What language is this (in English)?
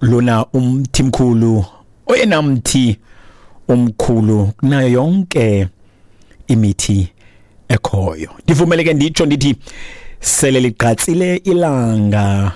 Xhosa